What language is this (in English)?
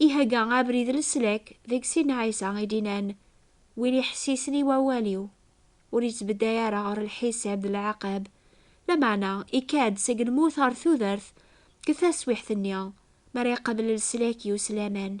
Kabyle